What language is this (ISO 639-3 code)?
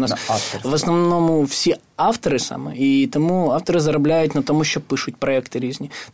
ukr